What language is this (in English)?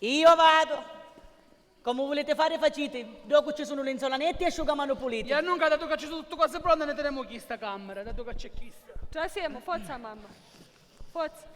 Sicilian